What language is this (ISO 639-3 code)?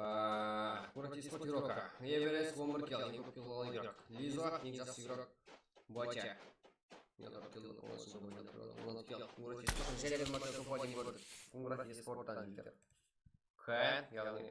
kaa